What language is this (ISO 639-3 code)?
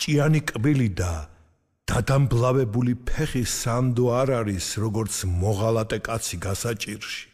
kat